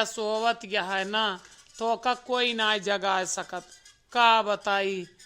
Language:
Awadhi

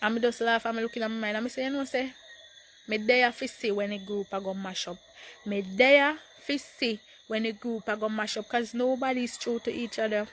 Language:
Jamaican Creole English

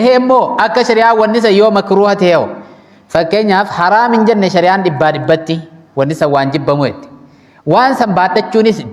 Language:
Oromo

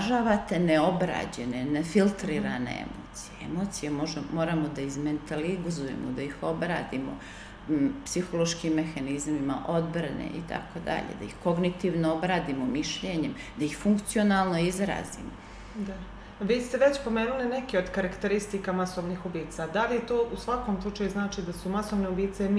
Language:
Serbian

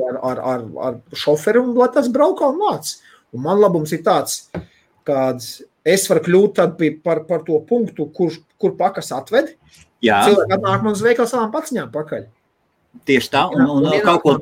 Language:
Latvian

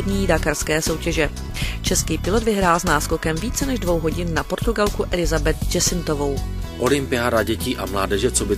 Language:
Czech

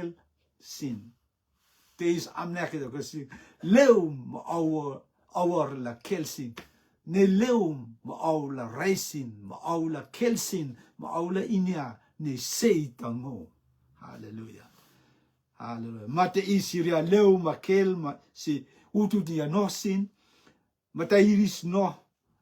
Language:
Rotuman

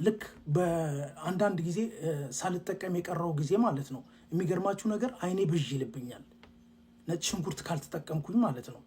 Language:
Amharic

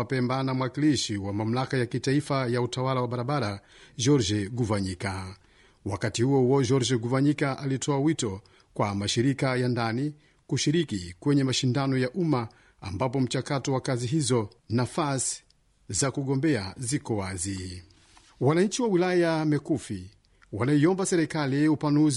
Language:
Swahili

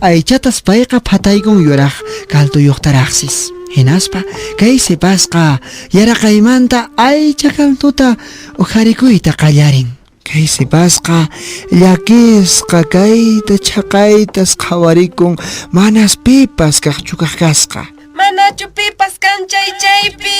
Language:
Quechua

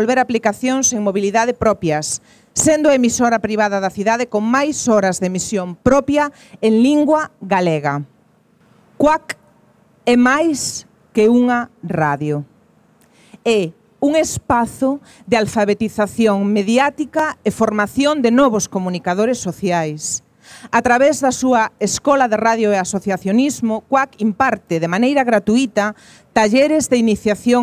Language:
Galician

